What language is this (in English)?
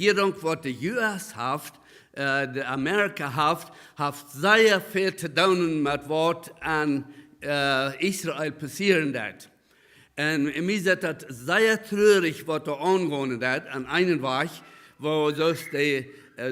Plautdietsch